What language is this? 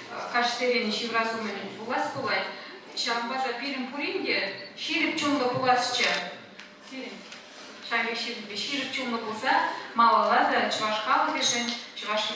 Chuvash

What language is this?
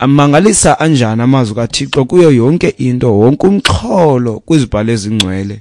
Xhosa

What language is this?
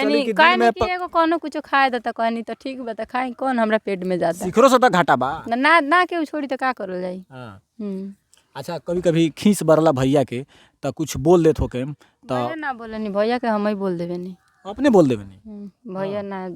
Bhojpuri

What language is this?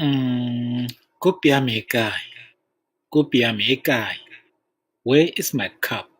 Tswana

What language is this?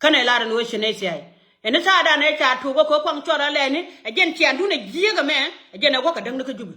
Nuer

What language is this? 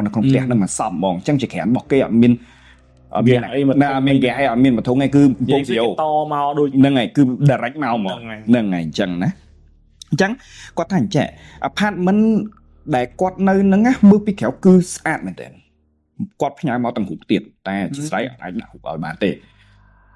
Khmer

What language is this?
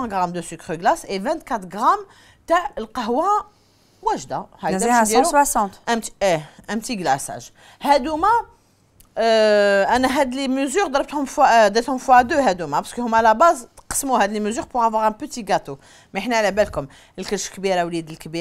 Algerian Arabic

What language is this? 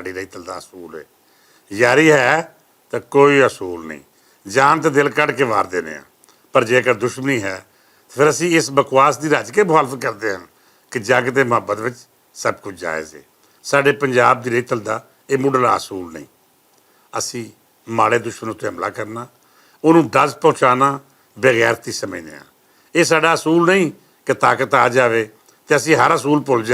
Western Panjabi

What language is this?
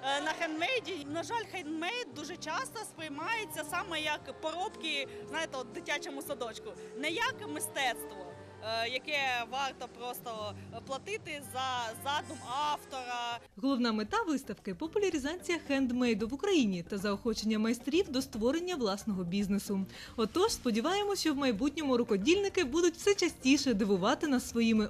Ukrainian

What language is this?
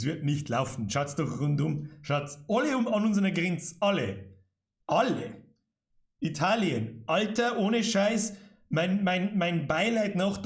Bavarian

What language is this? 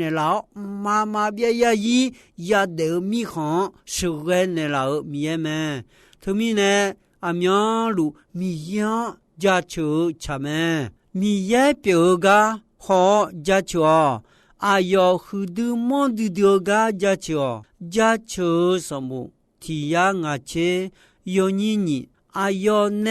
Akha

